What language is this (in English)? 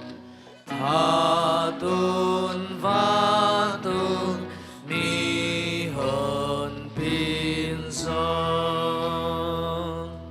Tedim Chin